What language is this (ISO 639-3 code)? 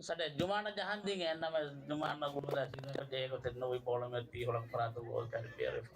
div